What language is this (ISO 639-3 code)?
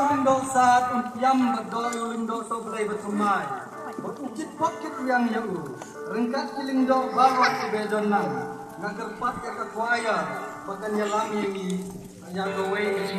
kha